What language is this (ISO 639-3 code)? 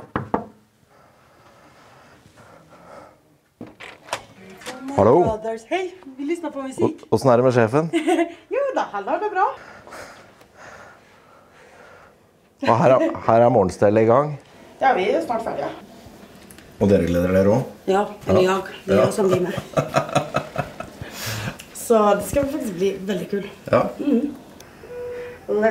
nor